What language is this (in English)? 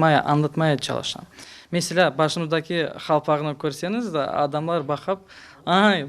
Crimean Tatar